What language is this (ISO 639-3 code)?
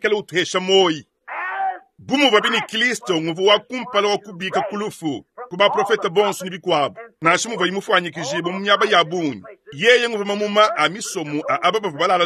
lua